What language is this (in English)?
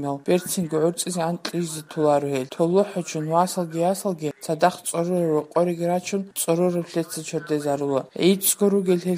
Avaric